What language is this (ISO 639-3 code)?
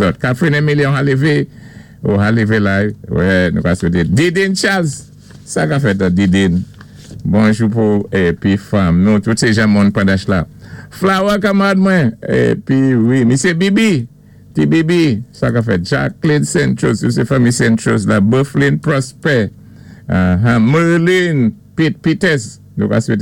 acf